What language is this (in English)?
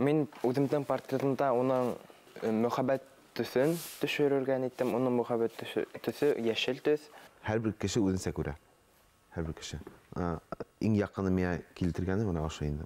Bashkir